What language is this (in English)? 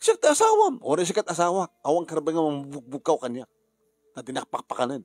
Iloko